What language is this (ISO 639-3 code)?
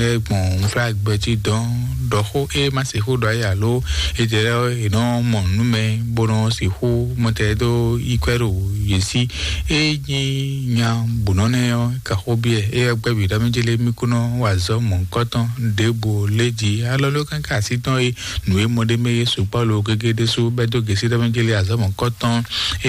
fon